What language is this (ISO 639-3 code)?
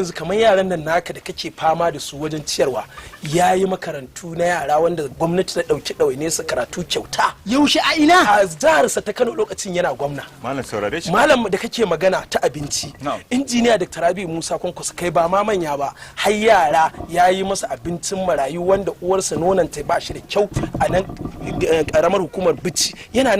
hau